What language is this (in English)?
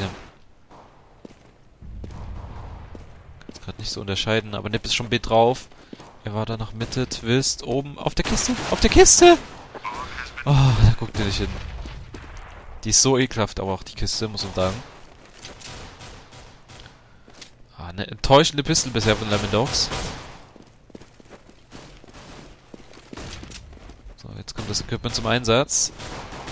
German